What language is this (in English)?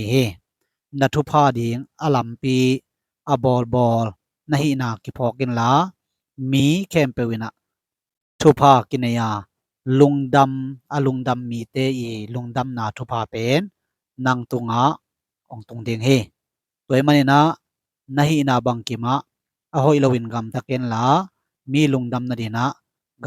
Tedim Chin